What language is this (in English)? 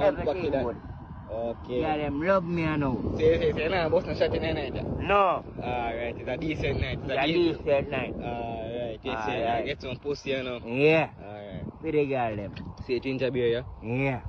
Jamaican Creole English